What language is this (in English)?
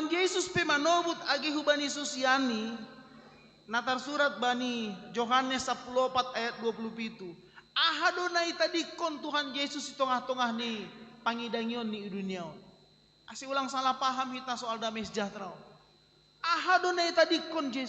Batak Simalungun